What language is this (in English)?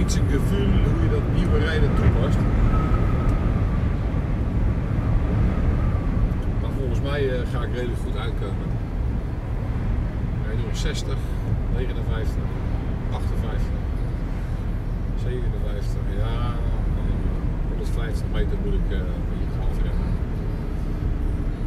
Dutch